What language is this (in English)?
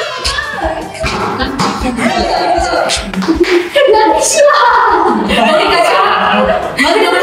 Malay